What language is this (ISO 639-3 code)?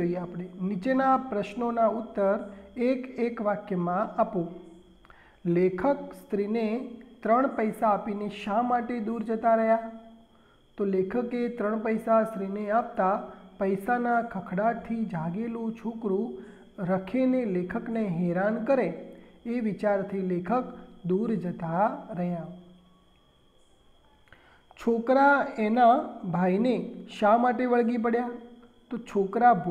guj